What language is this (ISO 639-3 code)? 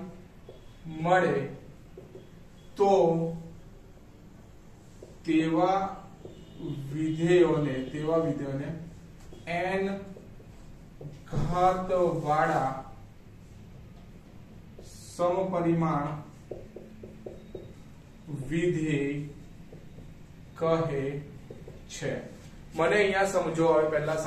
guj